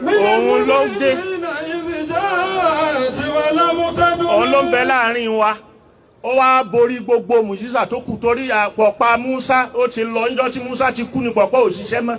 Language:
Yoruba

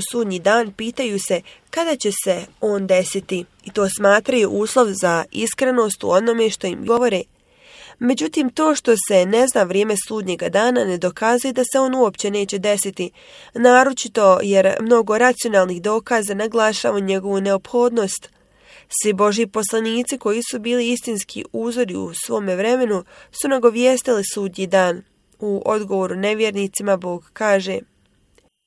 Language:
Bosnian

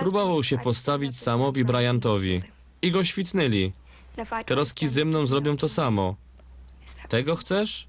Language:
Silesian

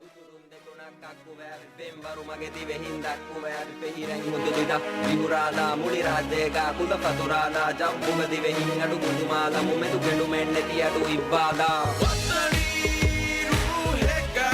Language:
Divehi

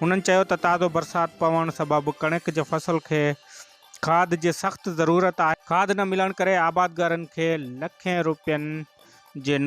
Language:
Sindhi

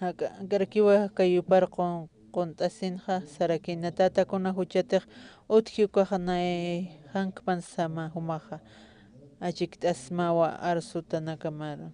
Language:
Aymara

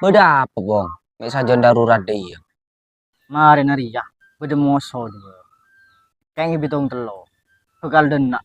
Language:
Madurese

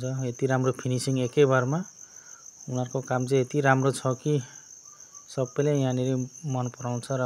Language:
Nepali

